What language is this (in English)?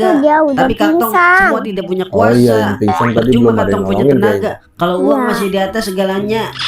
Betawi